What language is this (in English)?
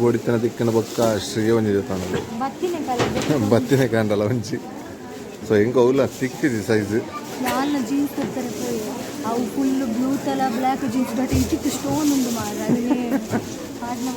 Tulu